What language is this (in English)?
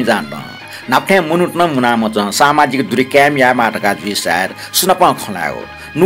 Newari